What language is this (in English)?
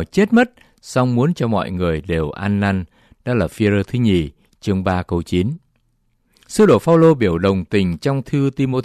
Vietnamese